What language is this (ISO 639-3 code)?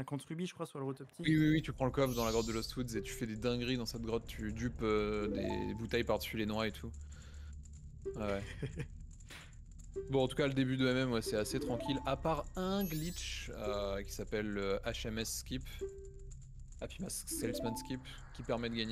fra